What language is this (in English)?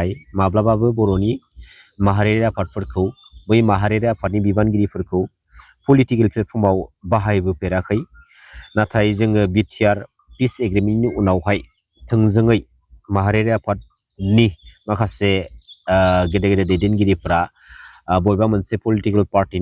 Bodo